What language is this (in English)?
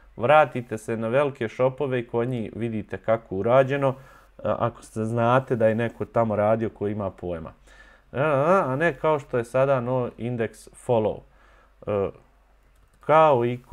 Bosnian